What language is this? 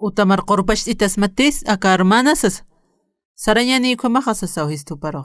Aymara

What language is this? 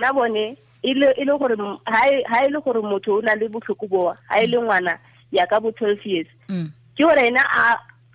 Tswana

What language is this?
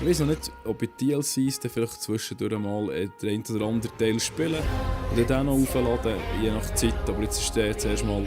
Swiss German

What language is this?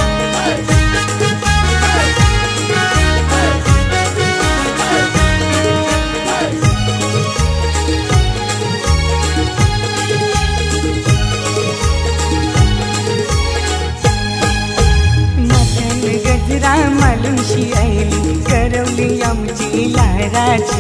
Marathi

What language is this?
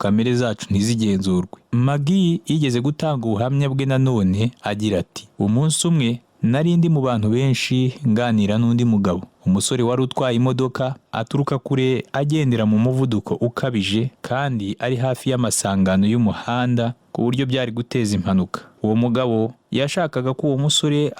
Kinyarwanda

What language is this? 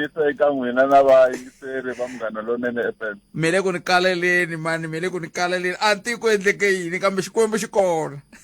Tsonga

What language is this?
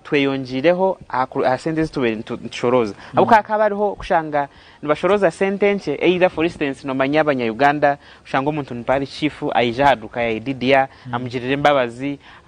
Nyankole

